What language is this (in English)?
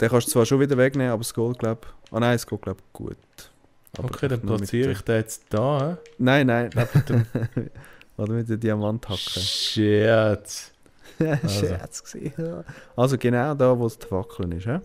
Swiss German